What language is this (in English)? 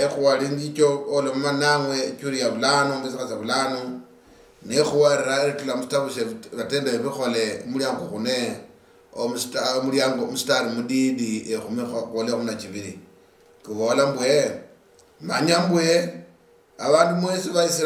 Luyia